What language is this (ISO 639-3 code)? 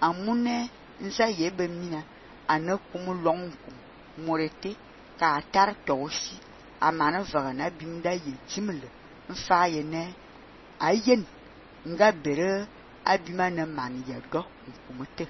fan